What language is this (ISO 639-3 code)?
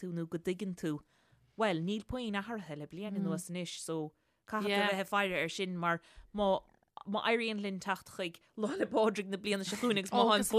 gle